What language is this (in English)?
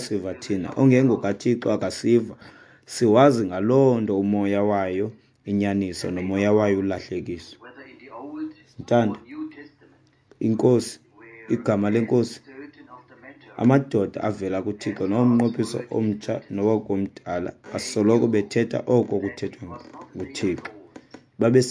Xhosa